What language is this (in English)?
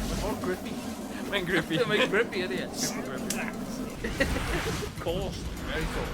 Welsh